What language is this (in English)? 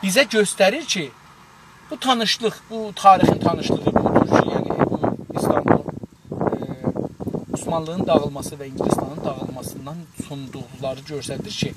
South Azerbaijani